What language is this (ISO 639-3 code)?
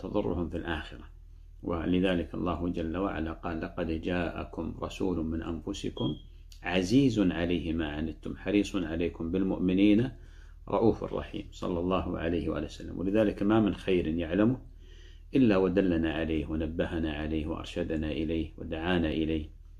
ara